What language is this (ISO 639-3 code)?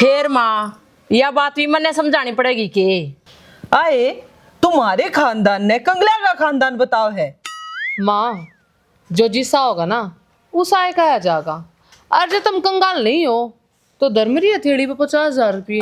bgc